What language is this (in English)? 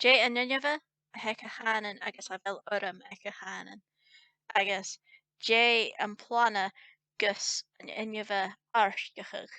Scottish Gaelic